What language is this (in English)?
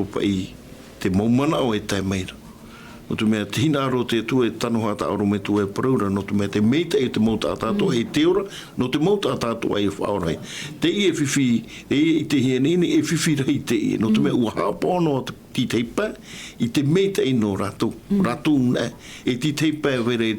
Tahitian